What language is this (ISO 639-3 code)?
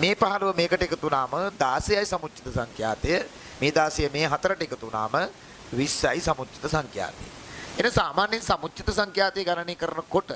sin